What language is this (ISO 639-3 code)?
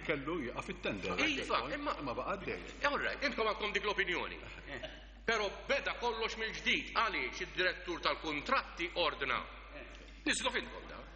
mlt